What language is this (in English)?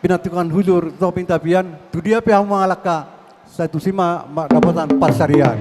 Batak Toba